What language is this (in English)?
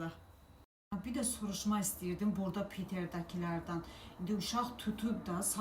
Azerbaijani